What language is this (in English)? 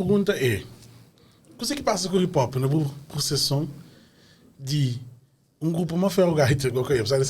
Kabuverdianu